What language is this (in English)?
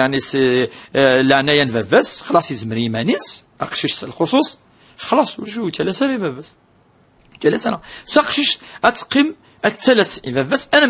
Kabyle